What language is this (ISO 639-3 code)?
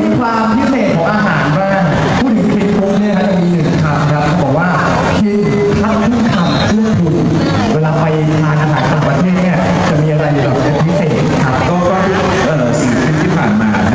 tha